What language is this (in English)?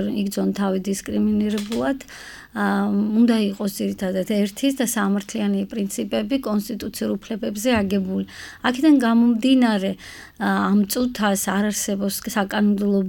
Georgian